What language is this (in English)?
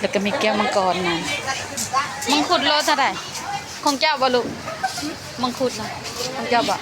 Lao